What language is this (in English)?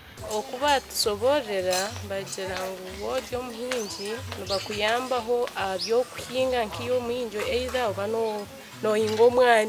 Nyankole